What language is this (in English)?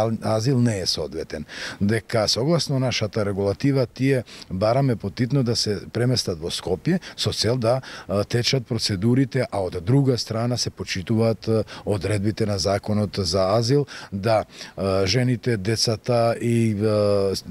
Macedonian